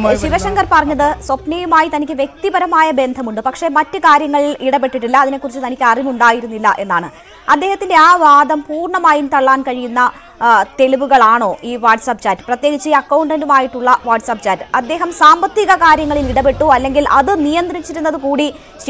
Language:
Malayalam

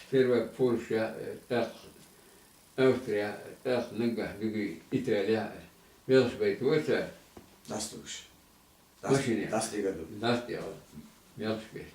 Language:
Chechen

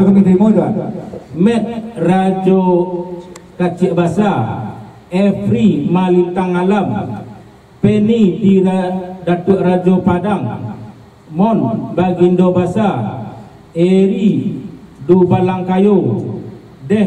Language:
Minangkabau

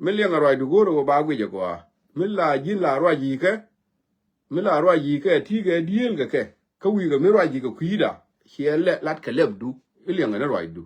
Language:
Nuer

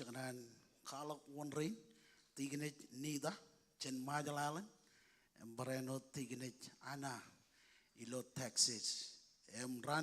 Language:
Marshallese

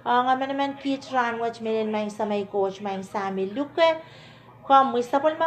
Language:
Pohnpeian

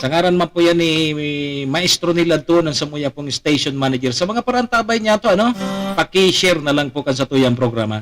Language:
Bikol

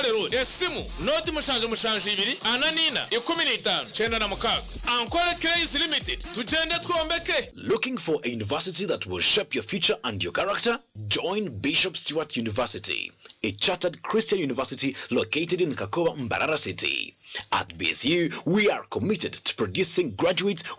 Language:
Nyankole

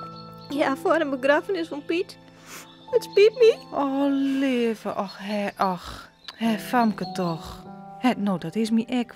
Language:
Western Frisian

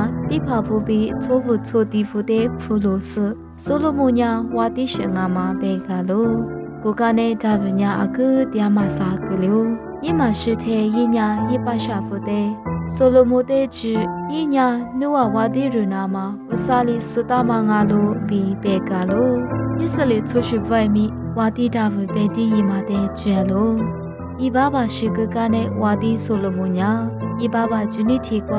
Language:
Lisu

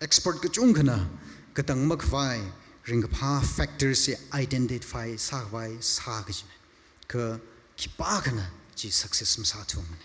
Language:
Tangkhul Naga (India)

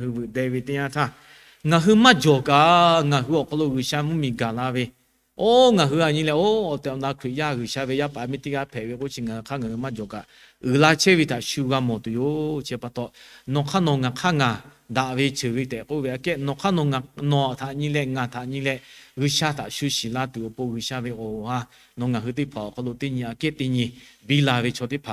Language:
Lahu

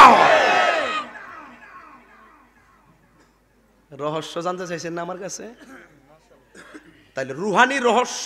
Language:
Bangla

